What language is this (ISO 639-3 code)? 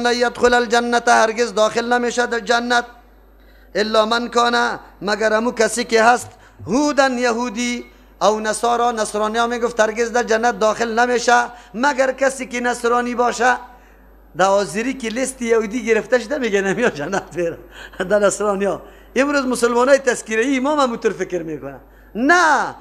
fas